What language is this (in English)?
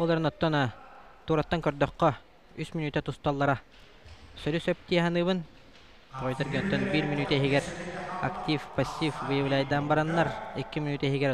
Yakut